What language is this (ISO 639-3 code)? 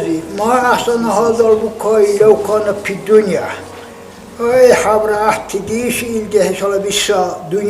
dar